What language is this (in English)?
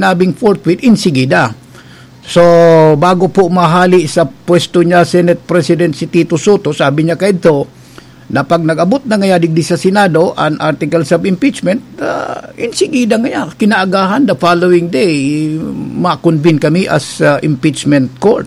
Bikol